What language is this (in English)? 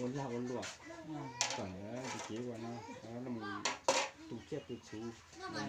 Hmong